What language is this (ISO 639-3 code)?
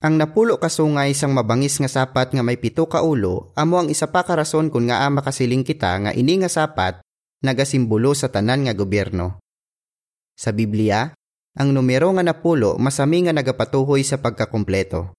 hil